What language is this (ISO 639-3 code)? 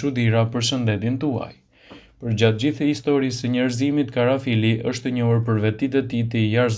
sqi